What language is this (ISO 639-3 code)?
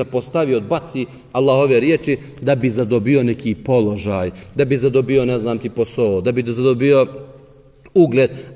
bos